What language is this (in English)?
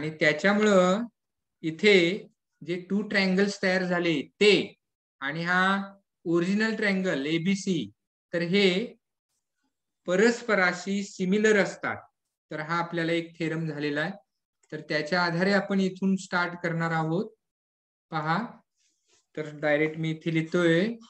Marathi